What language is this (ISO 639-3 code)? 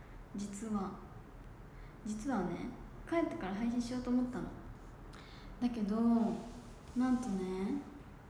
jpn